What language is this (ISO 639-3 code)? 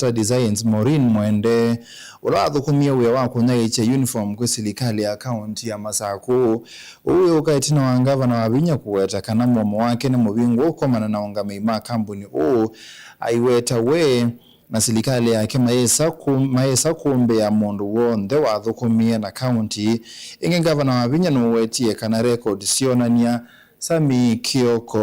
kam